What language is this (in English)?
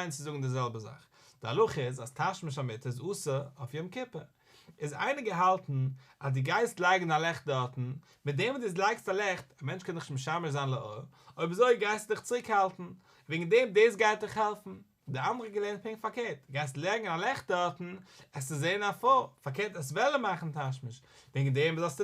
Yiddish